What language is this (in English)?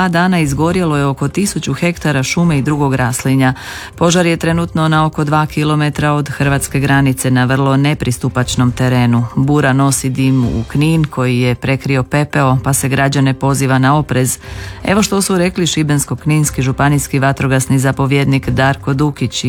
Croatian